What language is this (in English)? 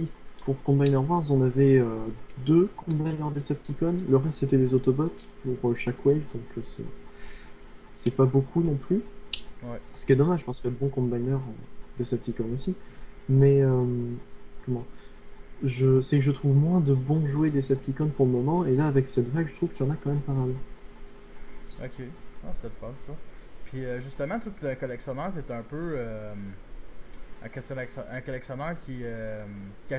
French